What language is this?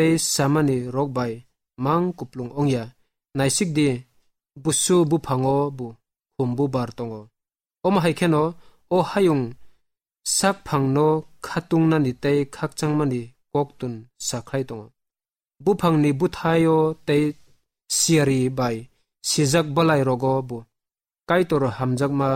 Kok Borok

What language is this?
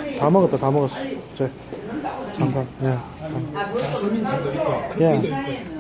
Korean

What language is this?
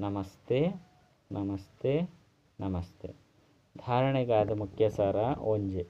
Tulu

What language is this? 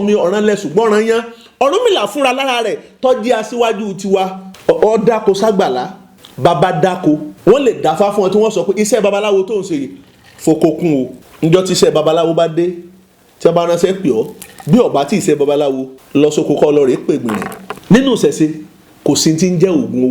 Yoruba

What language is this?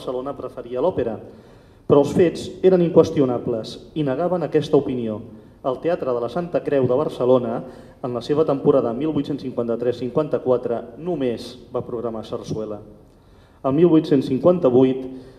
Catalan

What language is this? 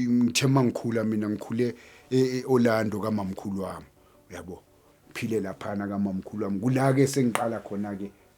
Zulu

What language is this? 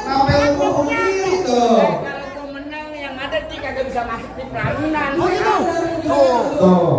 Betawi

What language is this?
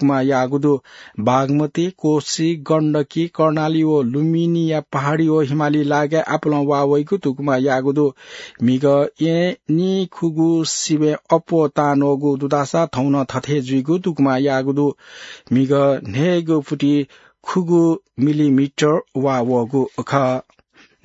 Newari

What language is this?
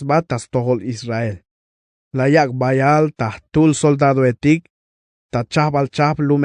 Tzeltal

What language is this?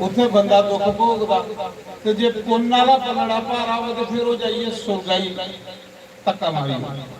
Dogri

